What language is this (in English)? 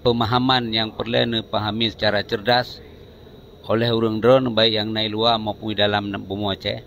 Achinese